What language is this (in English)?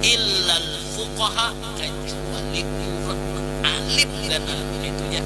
Banjar